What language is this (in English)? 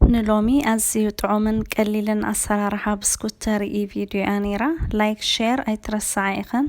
Tigrinya